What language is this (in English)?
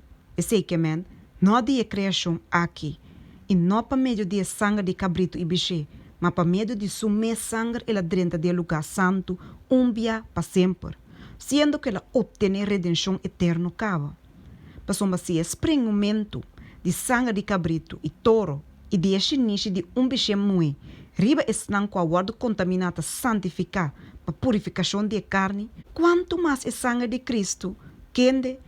Papiamento